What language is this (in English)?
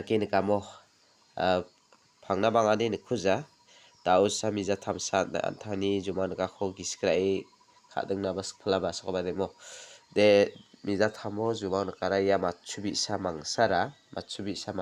Garo